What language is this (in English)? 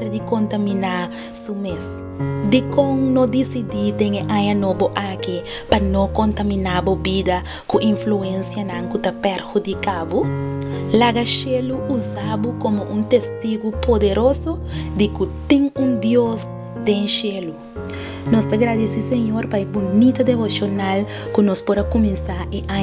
Papiamento